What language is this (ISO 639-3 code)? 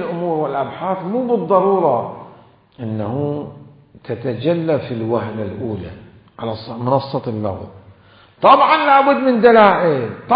acm